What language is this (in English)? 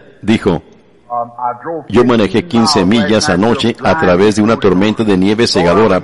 Spanish